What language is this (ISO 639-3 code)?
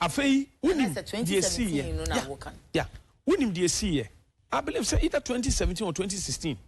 aka